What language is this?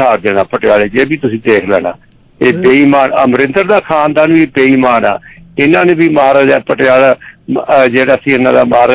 Punjabi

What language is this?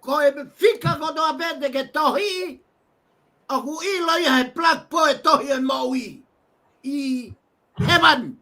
Tongan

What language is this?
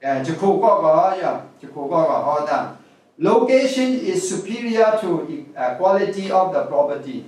Kachin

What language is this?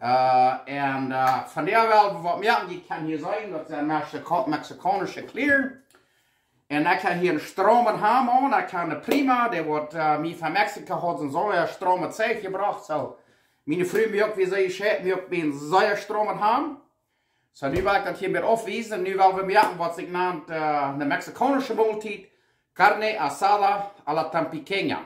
Plautdietsch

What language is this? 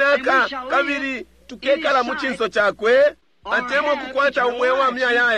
Bemba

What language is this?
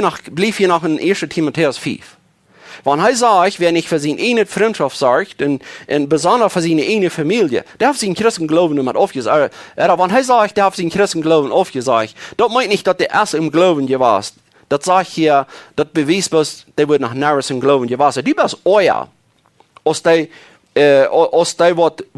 Plautdietsch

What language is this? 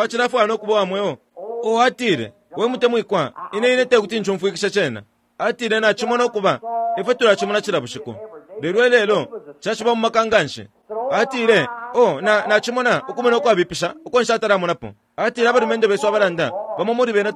Bemba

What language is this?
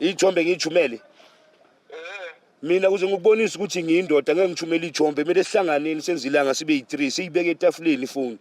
Zulu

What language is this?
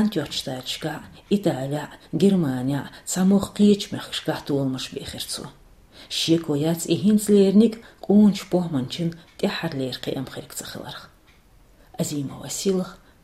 Chechen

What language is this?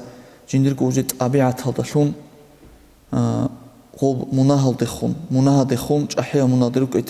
Avaric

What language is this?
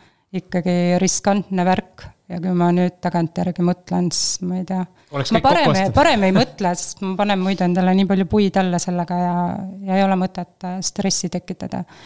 Estonian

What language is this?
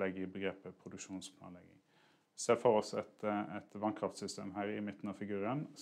Norwegian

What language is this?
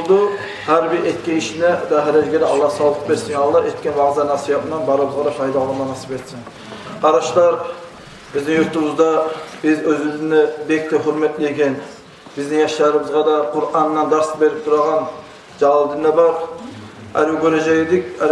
Kumyk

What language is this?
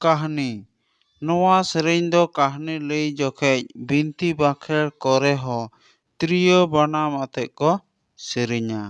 Santali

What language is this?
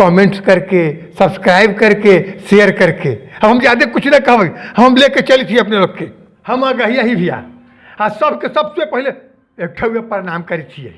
Magahi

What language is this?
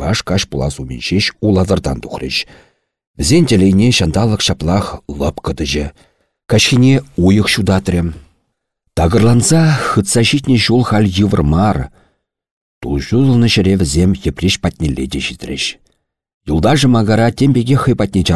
Chuvash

